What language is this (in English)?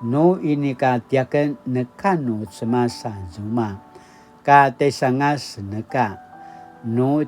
Paiwan